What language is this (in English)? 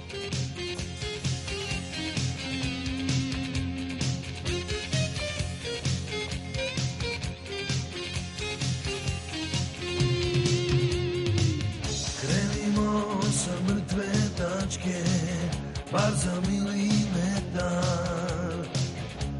Serbian